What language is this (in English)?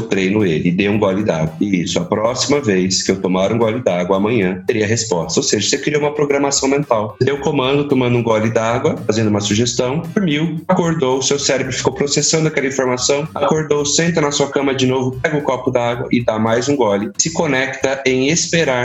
Portuguese